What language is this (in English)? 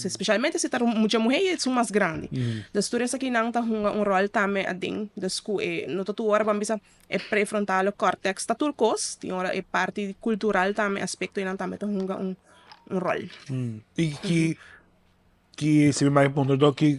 Papiamento